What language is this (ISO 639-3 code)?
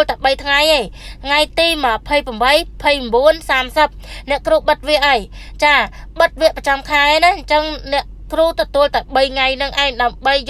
khm